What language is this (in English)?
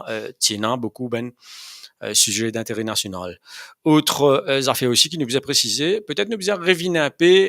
Morisyen